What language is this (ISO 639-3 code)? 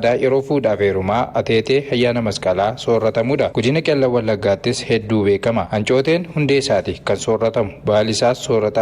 orm